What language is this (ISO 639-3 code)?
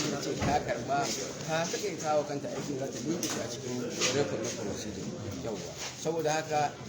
hau